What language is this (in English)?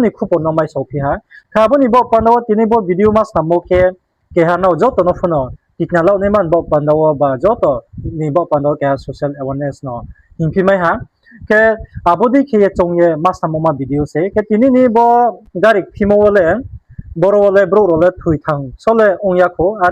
Riang (India)